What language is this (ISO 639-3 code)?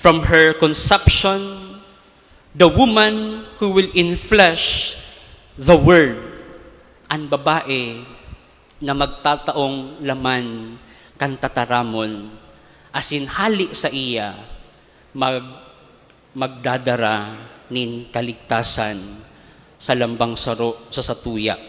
bik